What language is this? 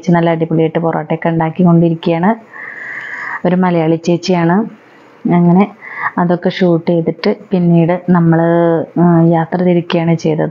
Malayalam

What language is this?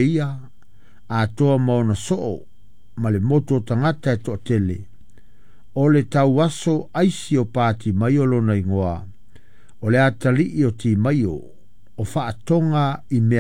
Samoan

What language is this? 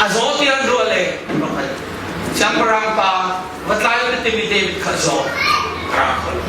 Hakha Chin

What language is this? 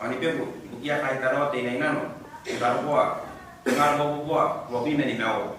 Gilbertese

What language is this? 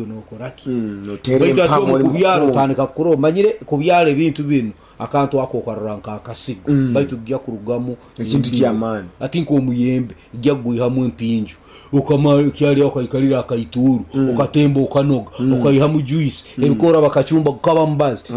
Nyankole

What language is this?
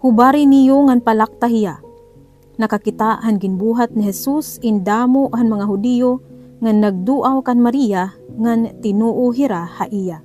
Waray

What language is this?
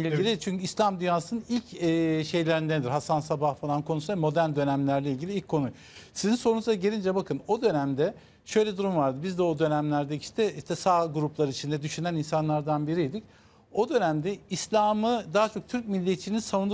Turkish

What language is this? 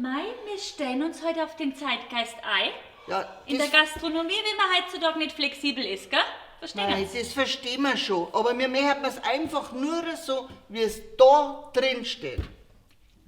Bavarian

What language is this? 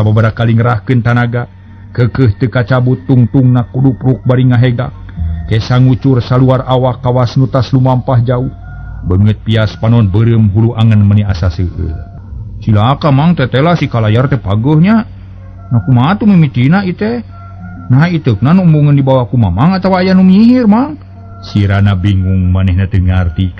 Sundanese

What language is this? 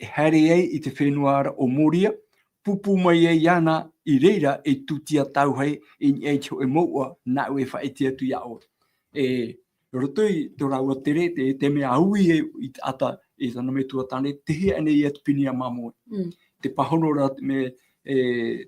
Tahitian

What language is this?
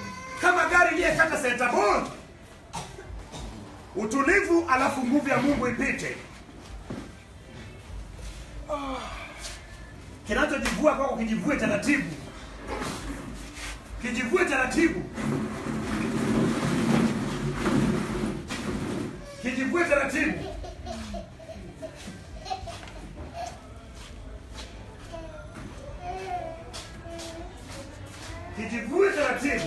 Swahili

